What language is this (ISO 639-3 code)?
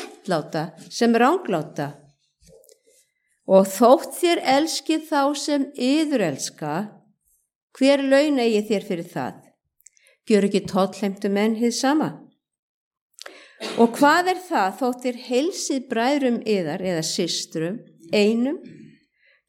isl